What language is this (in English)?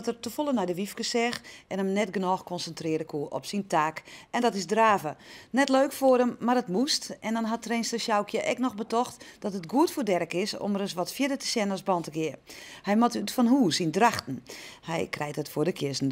Western Frisian